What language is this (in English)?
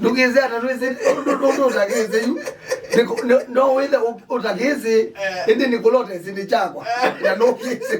Kamba